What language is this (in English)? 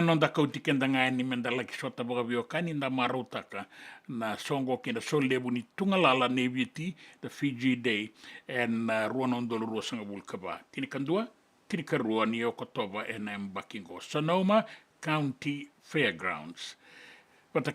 Fijian